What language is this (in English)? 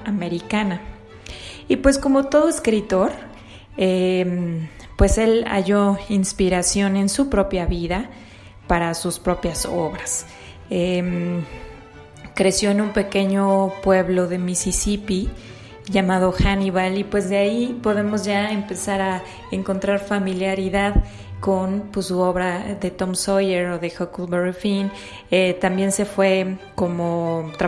Spanish